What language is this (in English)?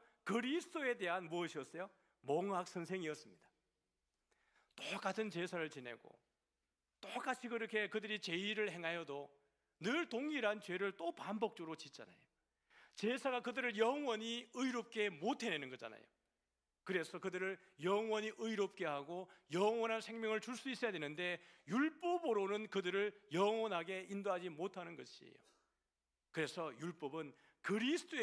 Korean